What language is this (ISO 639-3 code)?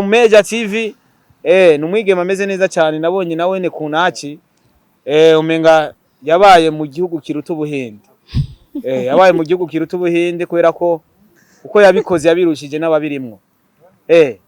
run